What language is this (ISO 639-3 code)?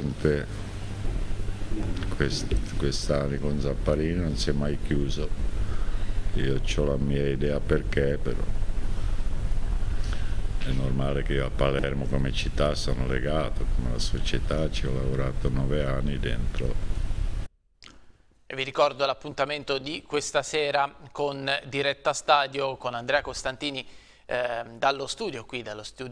ita